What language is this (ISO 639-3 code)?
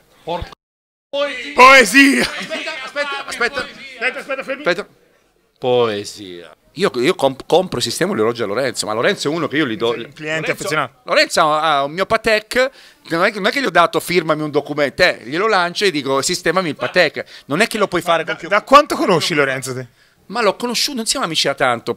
ita